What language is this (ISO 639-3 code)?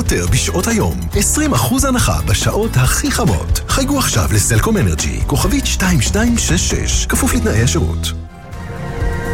heb